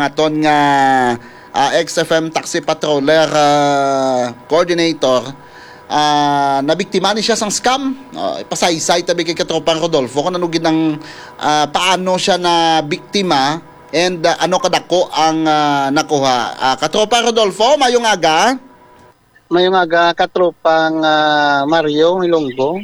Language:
Hiligaynon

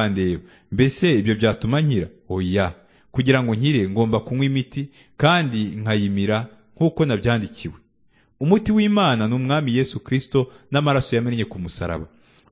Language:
Kinyarwanda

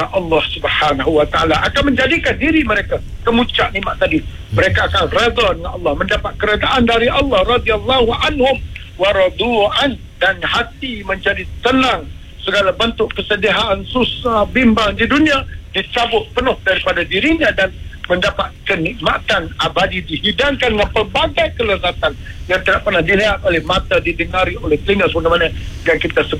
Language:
Malay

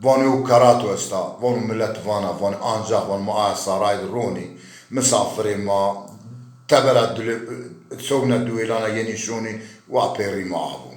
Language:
Zaza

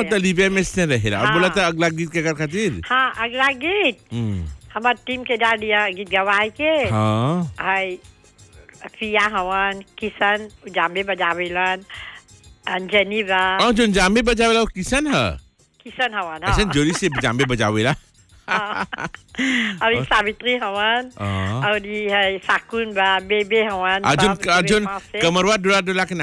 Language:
Bhojpuri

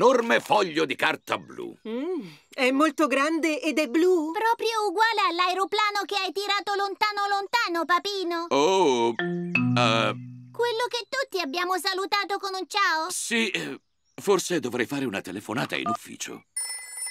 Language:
Italian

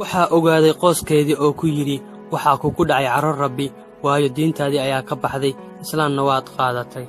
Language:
Somali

